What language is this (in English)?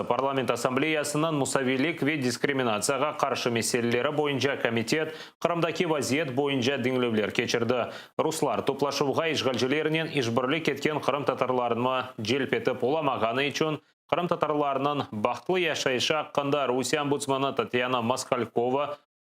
Crimean Tatar